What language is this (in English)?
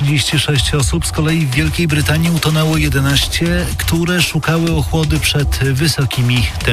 Polish